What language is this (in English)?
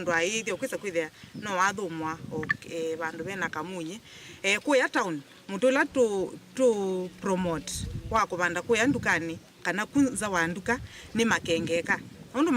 Kamba